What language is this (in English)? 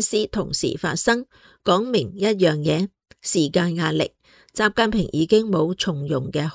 Cantonese